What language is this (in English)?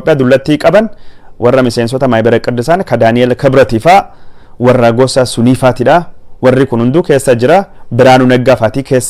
Oromo